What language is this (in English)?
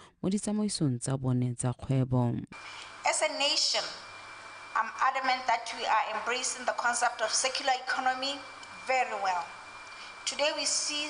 Tswana